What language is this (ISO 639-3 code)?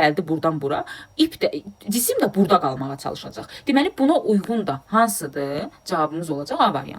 aze